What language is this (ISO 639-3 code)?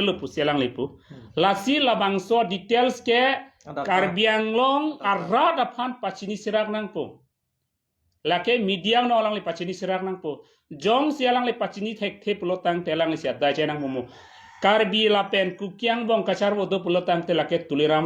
mjw